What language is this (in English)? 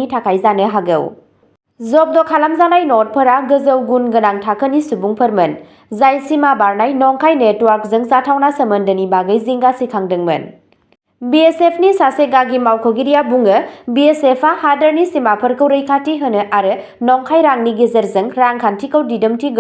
Bodo